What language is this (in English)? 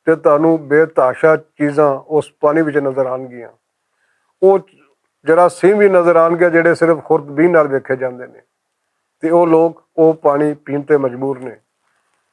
Western Panjabi